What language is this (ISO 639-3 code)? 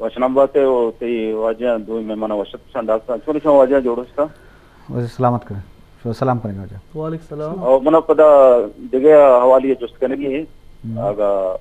bgp